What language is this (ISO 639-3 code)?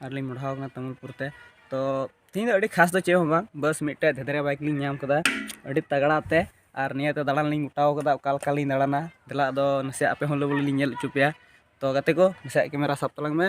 sat